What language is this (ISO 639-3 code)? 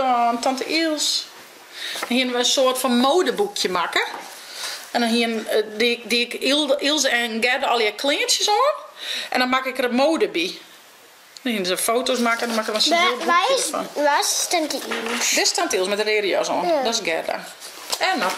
fry